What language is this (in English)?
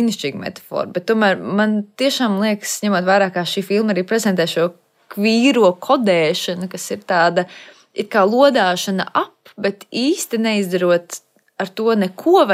Latvian